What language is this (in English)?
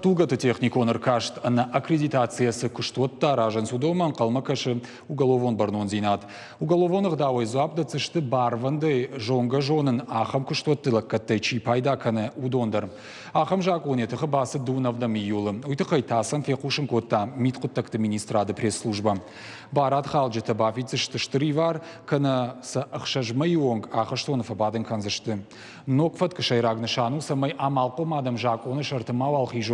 Ossetic